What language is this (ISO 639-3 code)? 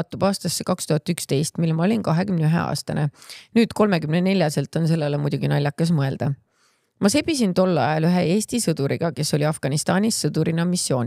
est